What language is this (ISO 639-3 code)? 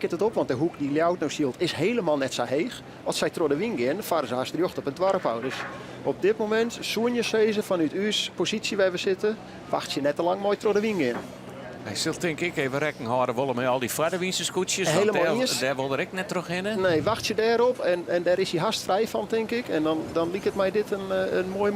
fry